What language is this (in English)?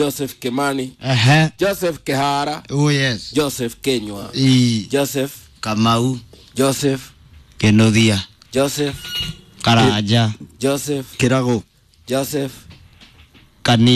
Swahili